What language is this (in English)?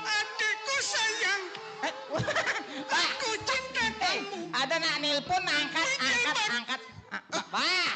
Balinese